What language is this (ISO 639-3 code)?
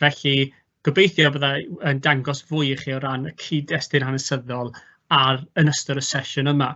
cym